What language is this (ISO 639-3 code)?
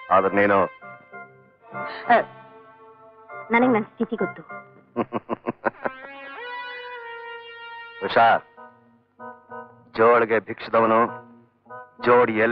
kan